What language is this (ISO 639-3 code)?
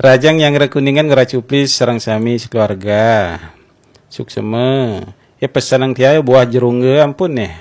ban